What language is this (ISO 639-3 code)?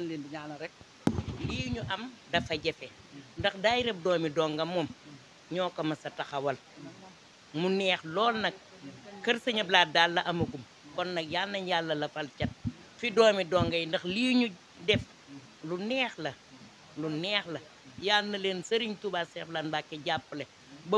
wol